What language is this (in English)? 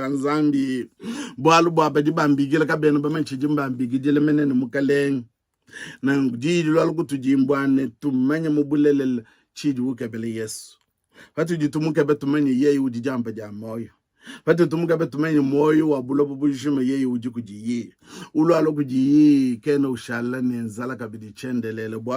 Luba-Lulua